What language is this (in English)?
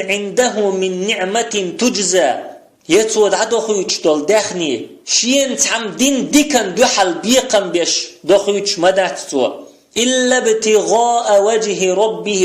Chechen